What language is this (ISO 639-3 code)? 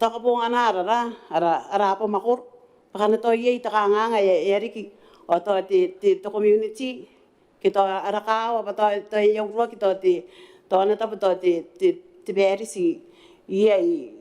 gil